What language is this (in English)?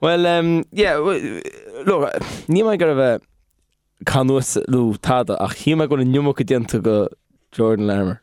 Irish